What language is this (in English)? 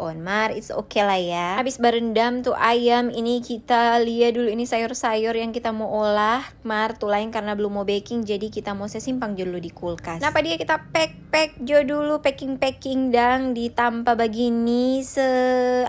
Manado Malay